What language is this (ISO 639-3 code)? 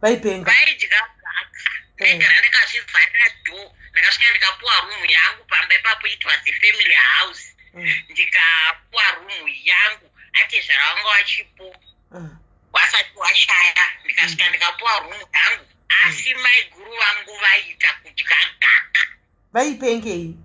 sna